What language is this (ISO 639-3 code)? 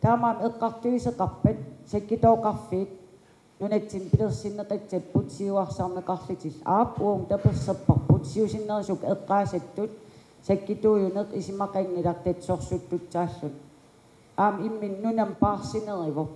kal